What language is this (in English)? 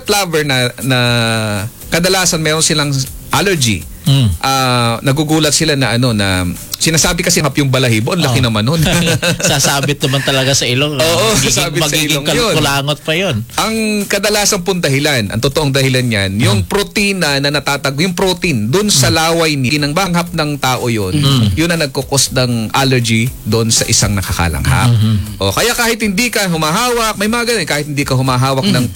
Filipino